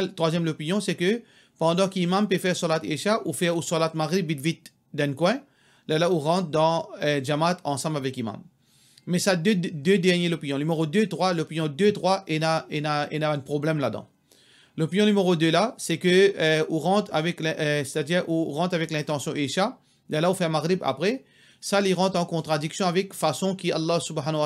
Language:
Morisyen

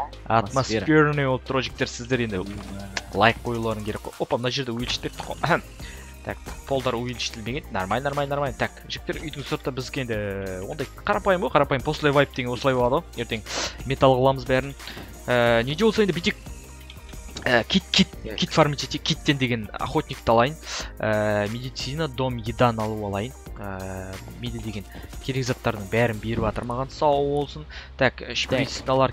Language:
Kazakh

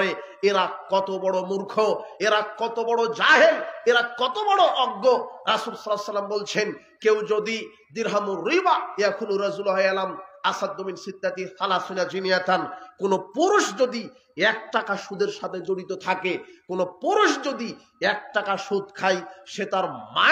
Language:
Bangla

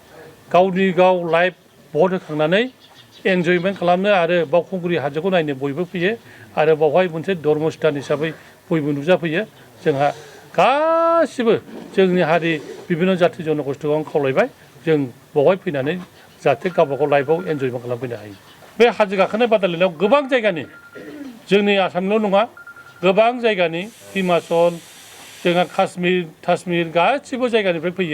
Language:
Bodo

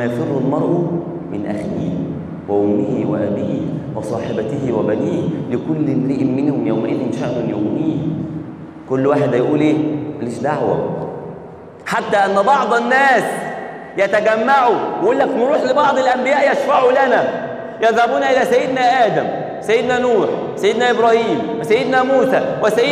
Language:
Egyptian Arabic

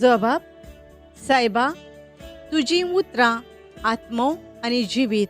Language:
Konkani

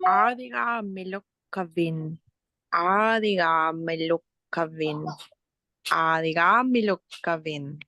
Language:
Inupiaq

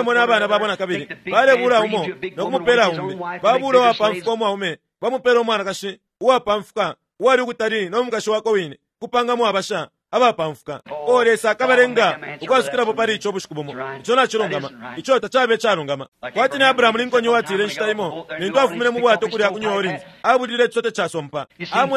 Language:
Bemba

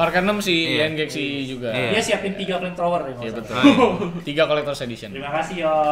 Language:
Indonesian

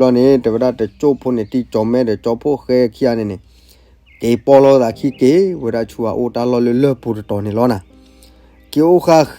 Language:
S'gaw Karen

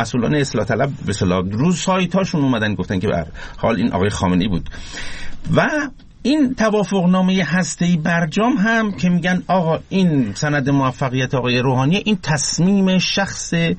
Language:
Persian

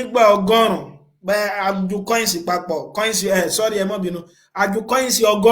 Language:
Yoruba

